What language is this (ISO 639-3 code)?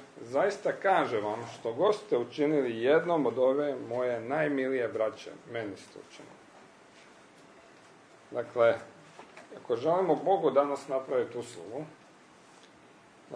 hrv